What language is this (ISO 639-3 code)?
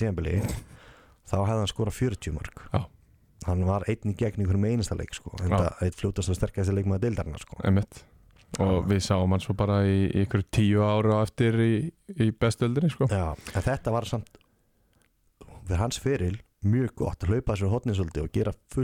isl